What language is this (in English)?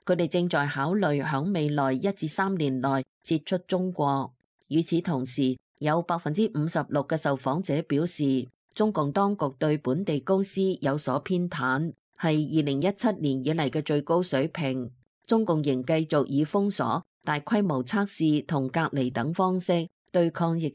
Cantonese